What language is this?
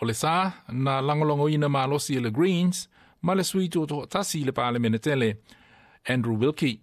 Samoan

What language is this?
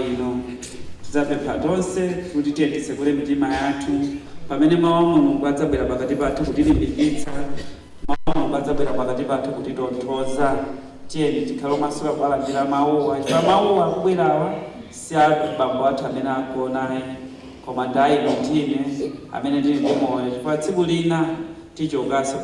Nyanja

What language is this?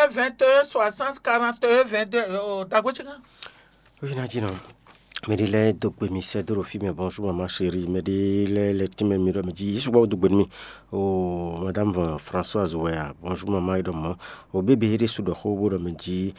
Fon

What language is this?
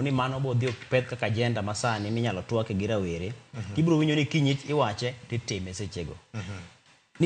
Luo (Kenya and Tanzania)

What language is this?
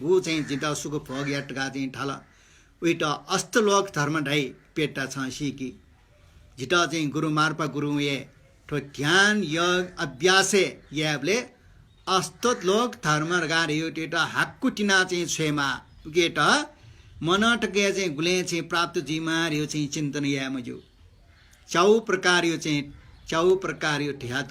Newari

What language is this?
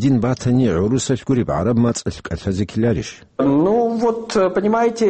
Avaric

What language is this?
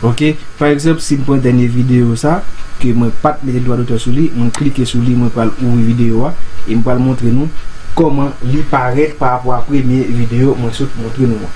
Haitian Creole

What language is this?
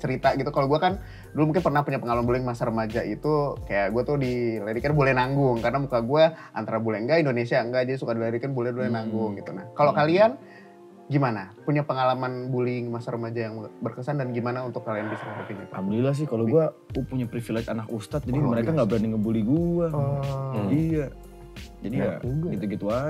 Indonesian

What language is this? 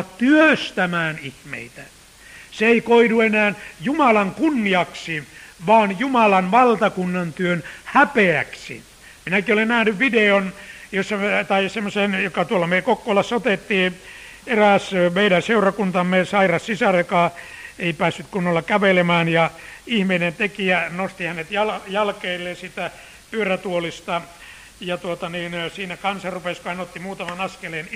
Finnish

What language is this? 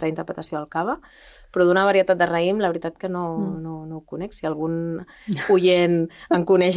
Catalan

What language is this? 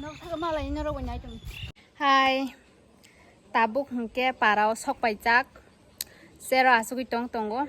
Kok Borok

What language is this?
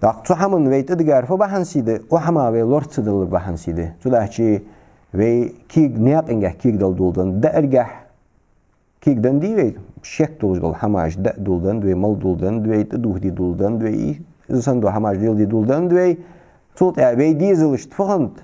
Ingush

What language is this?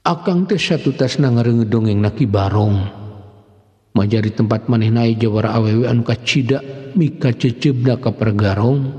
Sundanese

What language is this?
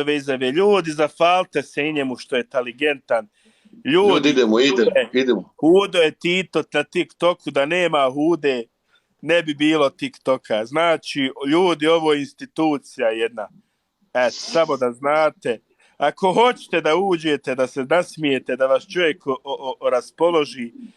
Bosnian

